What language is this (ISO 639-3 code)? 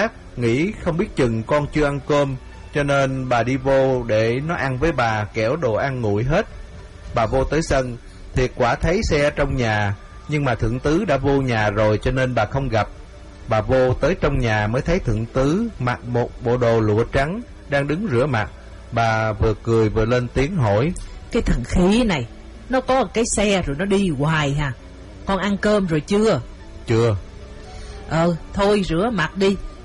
vie